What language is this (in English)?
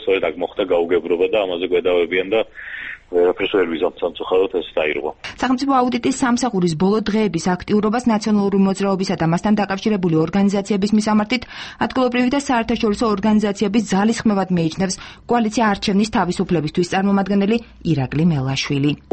Georgian